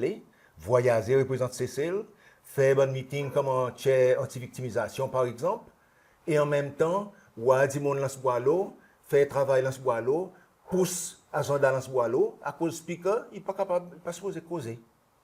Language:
Seselwa Creole French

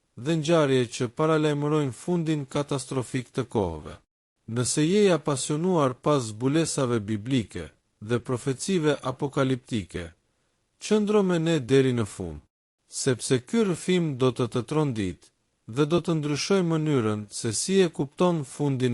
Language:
Albanian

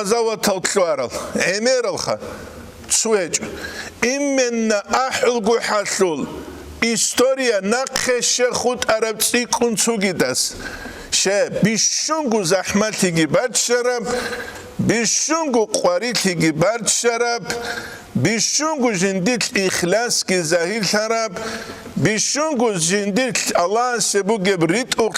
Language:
Avaric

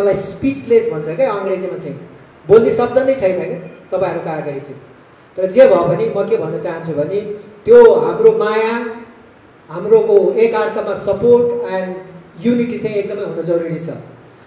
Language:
Nepali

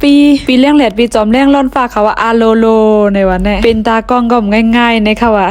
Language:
Shan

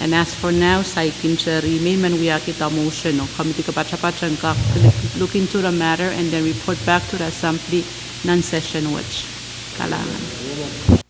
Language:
Pohnpeian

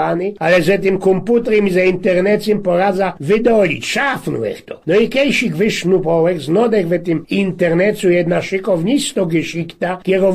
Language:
Silesian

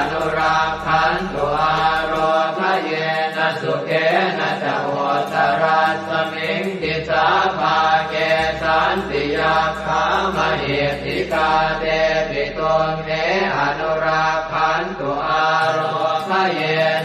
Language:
Pali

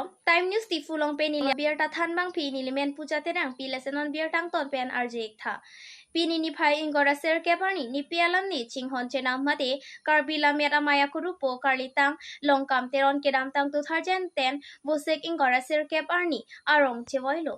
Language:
Karbi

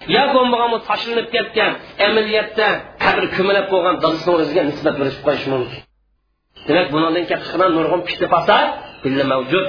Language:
Uyghur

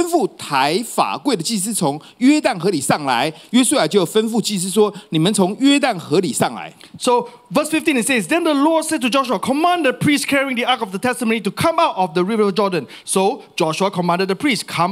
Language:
Chinese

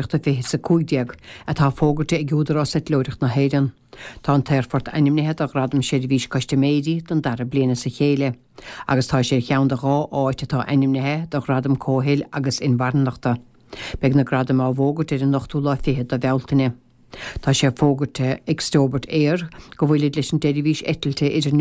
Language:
Irish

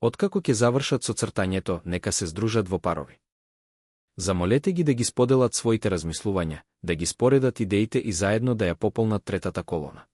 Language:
Macedonian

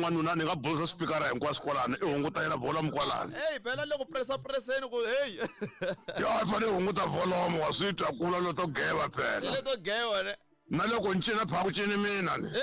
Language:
Tsonga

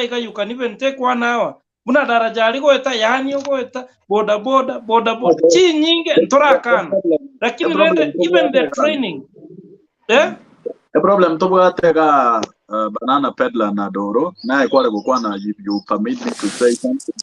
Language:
Gusii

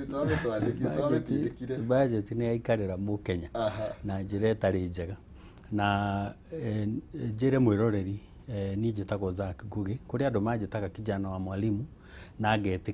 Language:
Kikuyu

